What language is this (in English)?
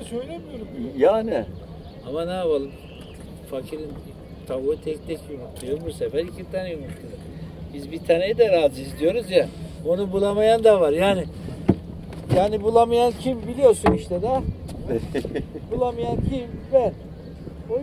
Turkish